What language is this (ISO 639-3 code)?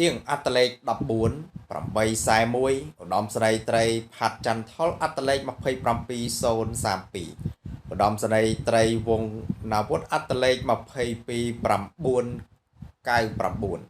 khm